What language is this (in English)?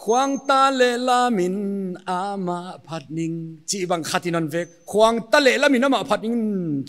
Paite Chin